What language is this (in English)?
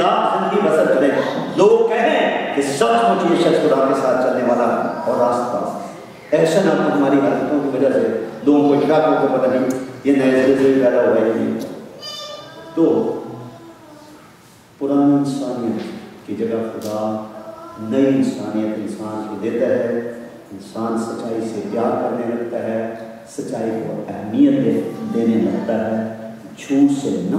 Urdu